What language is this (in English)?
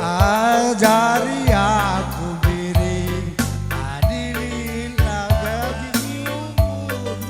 Batak Karo